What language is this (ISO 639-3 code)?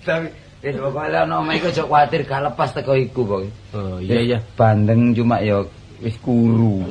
jav